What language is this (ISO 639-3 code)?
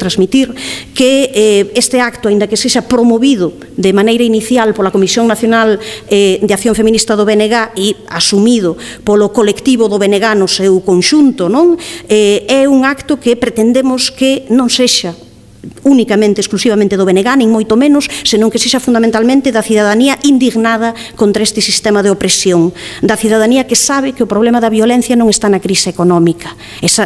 glg